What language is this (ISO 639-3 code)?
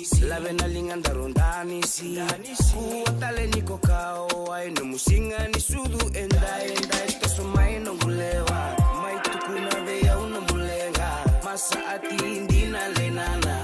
fij